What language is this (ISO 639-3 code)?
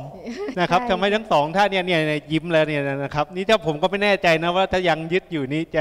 tha